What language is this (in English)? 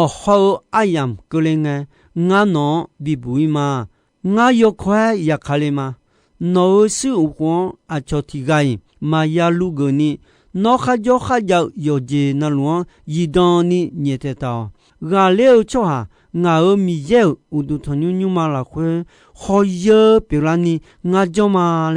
Akha